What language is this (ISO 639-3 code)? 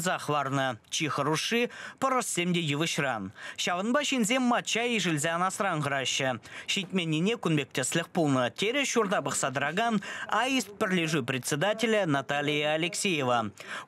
chv